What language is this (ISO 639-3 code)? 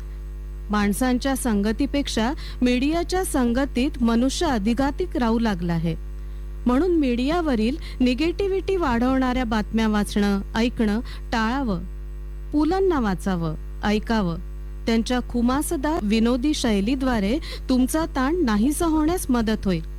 mar